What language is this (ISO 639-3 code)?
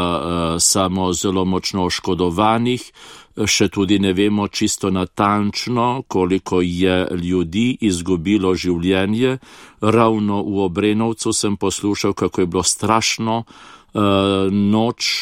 slv